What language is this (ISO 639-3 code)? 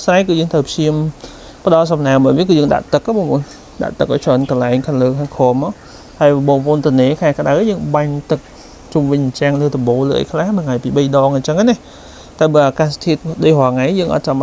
khm